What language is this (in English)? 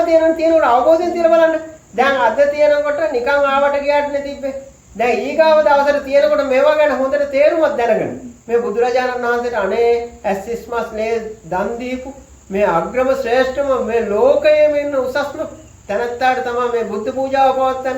Sinhala